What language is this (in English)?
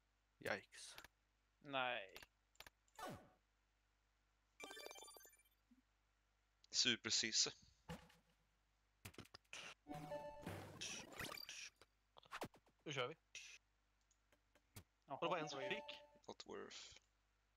Swedish